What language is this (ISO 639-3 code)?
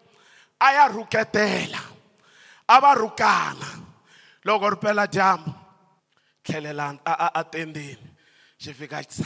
tso